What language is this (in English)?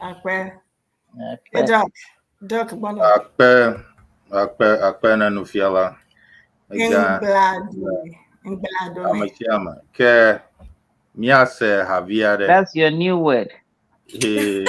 Ewe